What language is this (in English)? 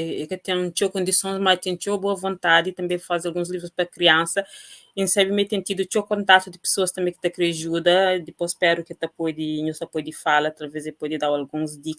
Kabuverdianu